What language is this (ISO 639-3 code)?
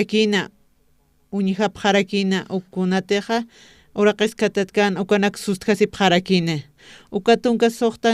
aym